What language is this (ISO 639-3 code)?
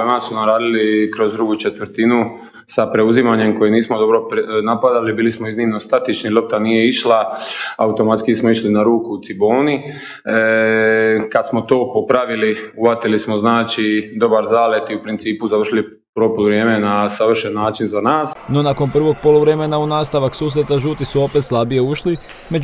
hrv